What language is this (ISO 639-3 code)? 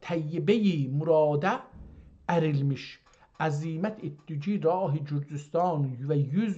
azb